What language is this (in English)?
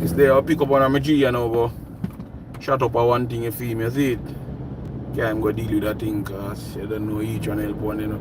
Jamaican Creole English